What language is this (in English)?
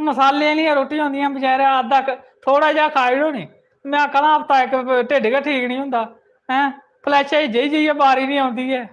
Dogri